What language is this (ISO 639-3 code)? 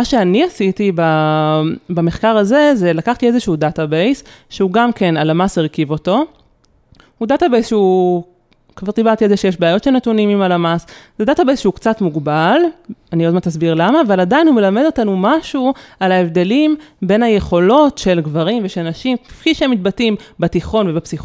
heb